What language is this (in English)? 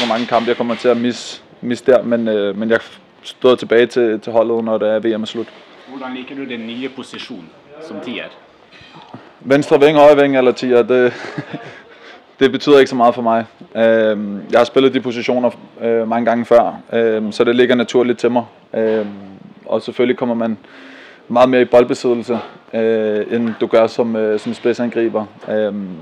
Danish